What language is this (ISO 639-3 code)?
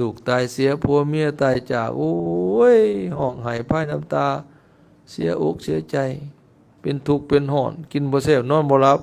lao